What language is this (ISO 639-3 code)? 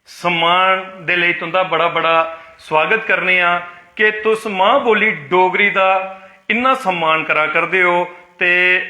doi